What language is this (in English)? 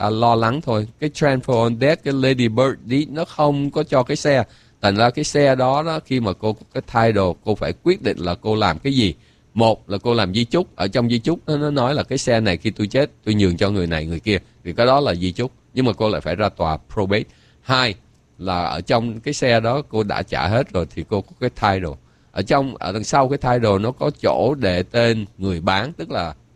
Vietnamese